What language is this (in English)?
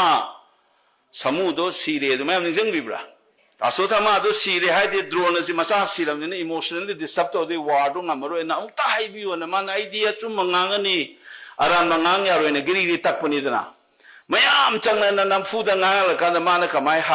Manipuri